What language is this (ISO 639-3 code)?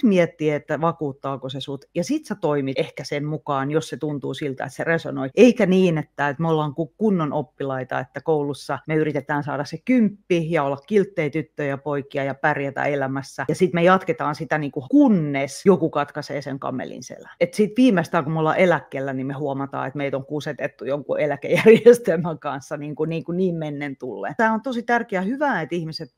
fin